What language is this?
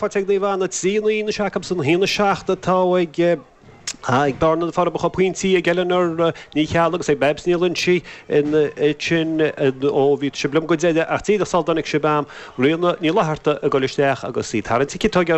Irish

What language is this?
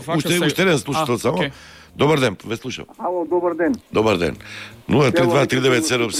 Macedonian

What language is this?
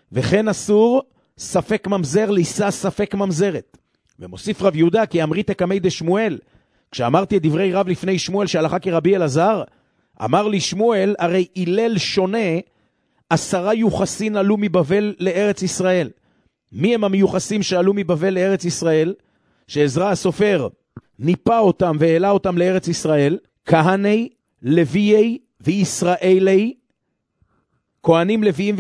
Hebrew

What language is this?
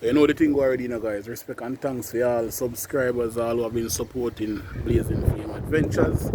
Jamaican Creole English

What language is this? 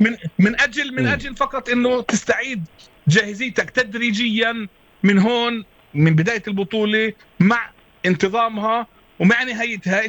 North Levantine Arabic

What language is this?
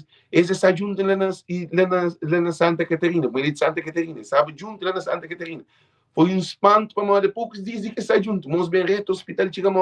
Kabuverdianu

